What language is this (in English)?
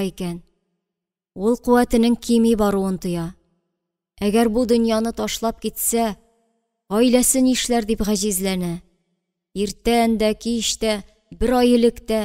Tatar